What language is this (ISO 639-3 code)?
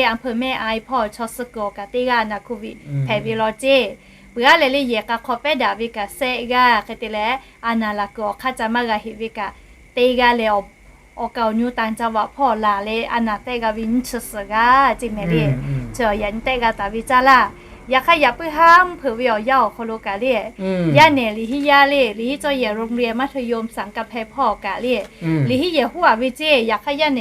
lhu